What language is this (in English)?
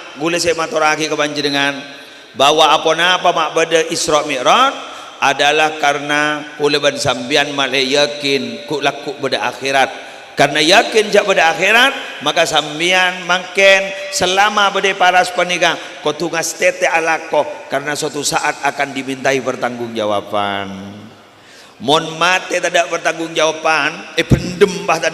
Madurese